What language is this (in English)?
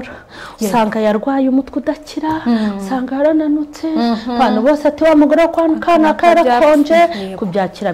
Kinyarwanda